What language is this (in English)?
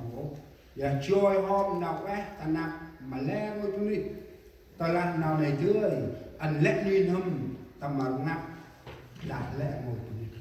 Central Mnong